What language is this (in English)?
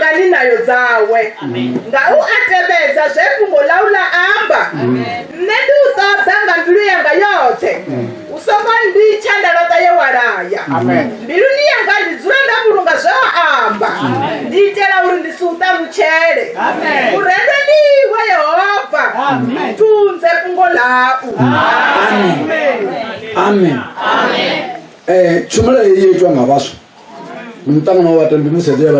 Venda